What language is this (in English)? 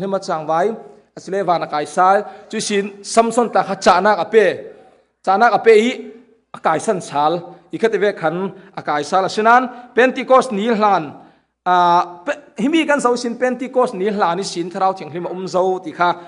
Falam Chin